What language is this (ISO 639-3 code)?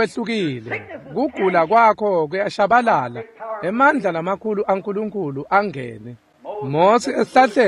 ssw